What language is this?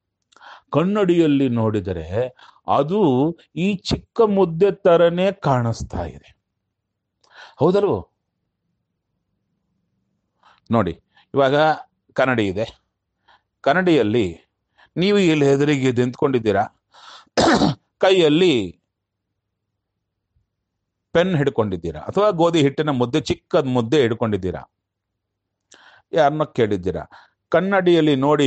Kannada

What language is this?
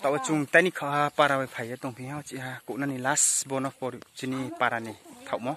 Kok Borok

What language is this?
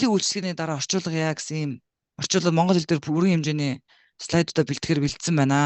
Mongolian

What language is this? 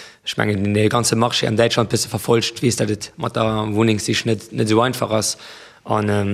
Luxembourgish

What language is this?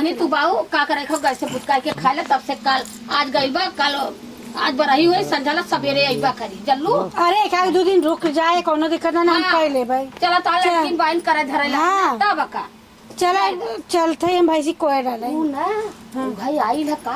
Awadhi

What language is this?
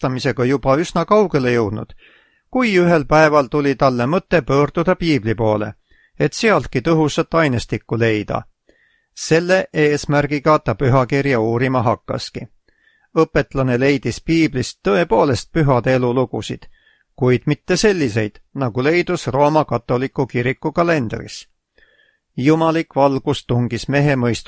Estonian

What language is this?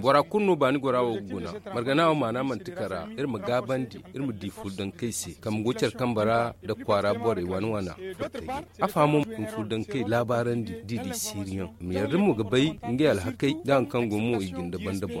Zarma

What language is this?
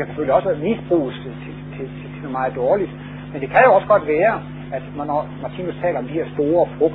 Danish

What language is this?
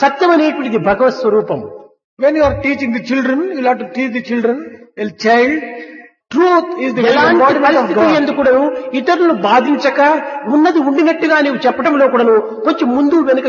Telugu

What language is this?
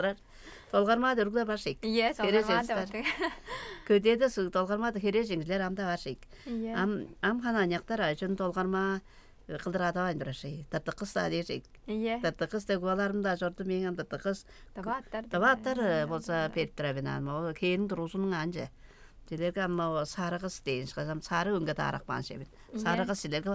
Tuvinian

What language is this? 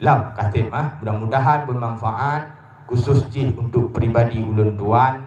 Achinese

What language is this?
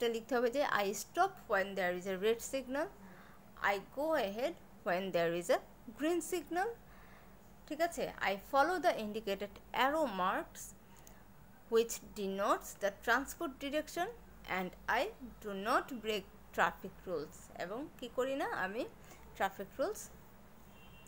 Bangla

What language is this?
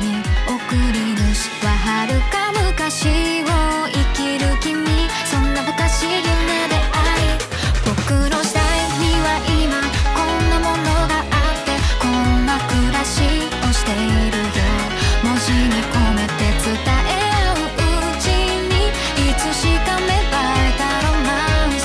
Japanese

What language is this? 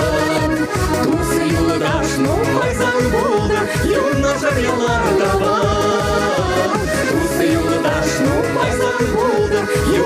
Chuvash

